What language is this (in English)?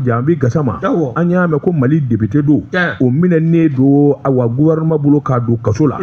Bambara